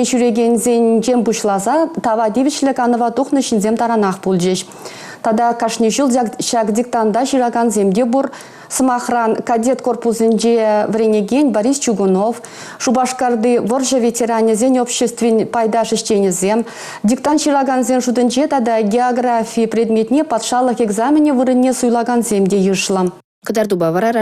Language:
Chuvash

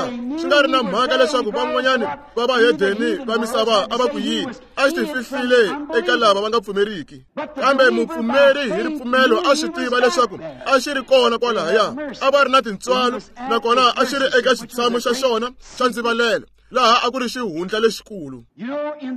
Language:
Tsonga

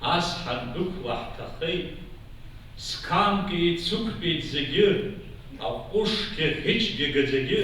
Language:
Abkhazian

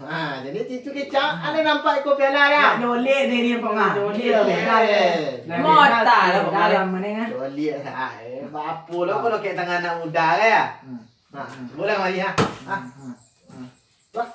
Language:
Minangkabau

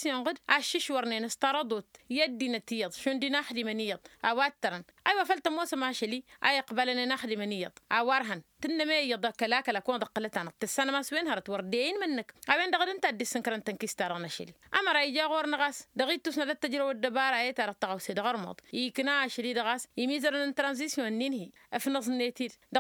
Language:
Tamasheq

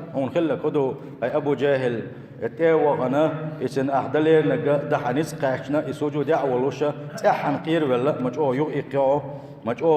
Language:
Chechen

